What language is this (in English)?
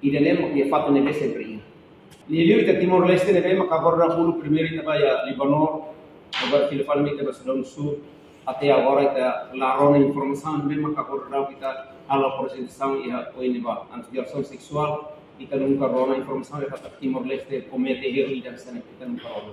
Tetum